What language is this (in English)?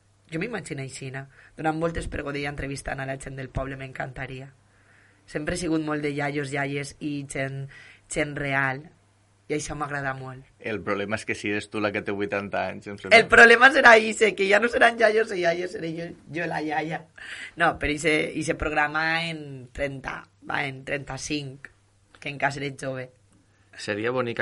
Catalan